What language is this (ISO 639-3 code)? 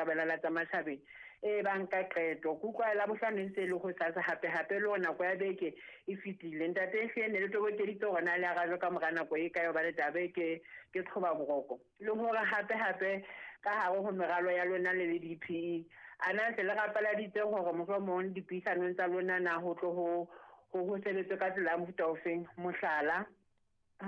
sot